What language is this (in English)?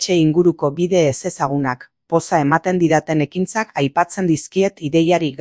Basque